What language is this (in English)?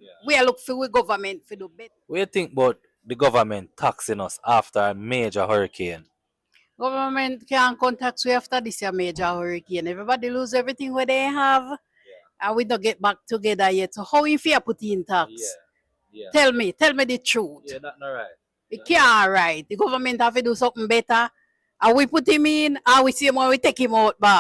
Jamaican Creole English